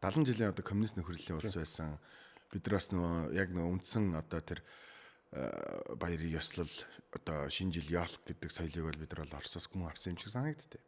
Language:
Mongolian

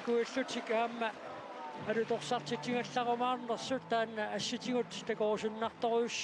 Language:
Kalaallisut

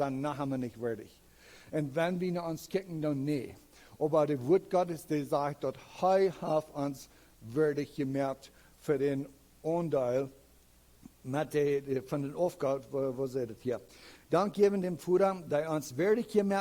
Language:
Plautdietsch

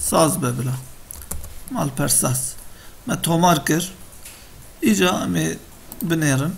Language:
Kurdish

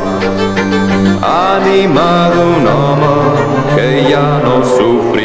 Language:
Catalan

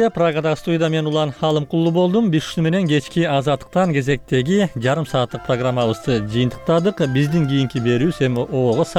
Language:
Kyrgyz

